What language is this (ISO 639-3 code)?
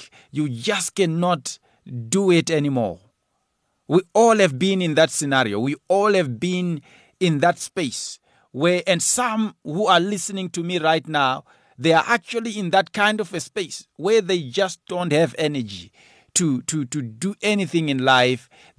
eng